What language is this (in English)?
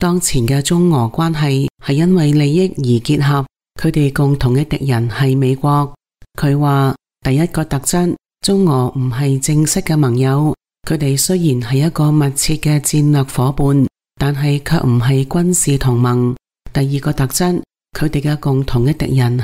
Cantonese